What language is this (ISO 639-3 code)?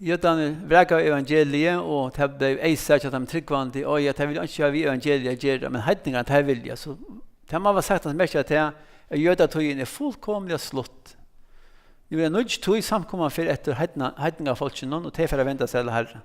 fao